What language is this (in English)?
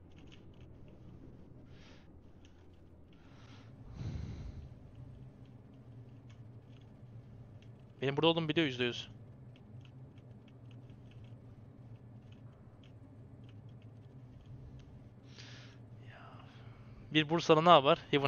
Turkish